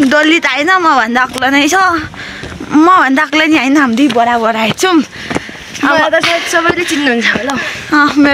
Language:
Nepali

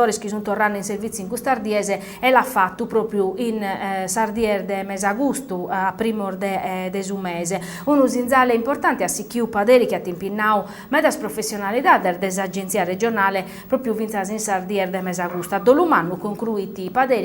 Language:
Sardinian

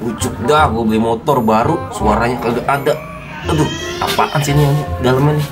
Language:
Betawi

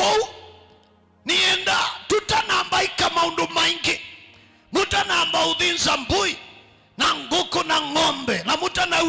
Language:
Kamba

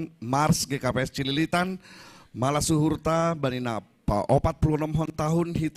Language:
Batak Simalungun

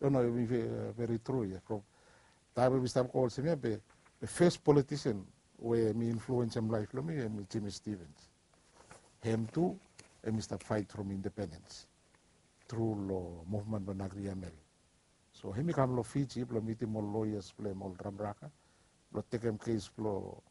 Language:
Bislama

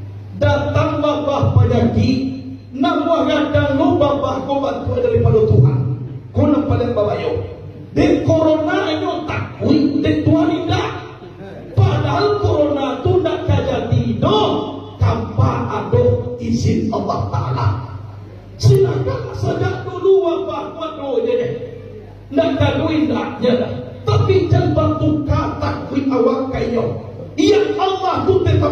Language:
Minangkabau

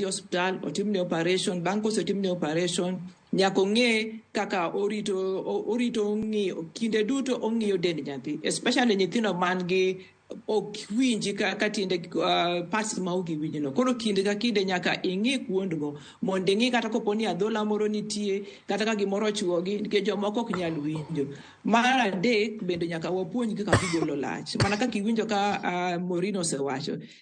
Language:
Luo (Kenya and Tanzania)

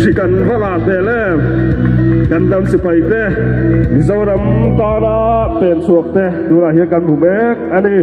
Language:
Mizo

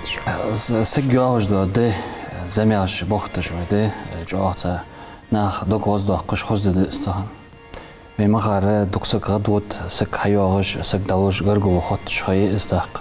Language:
Ingush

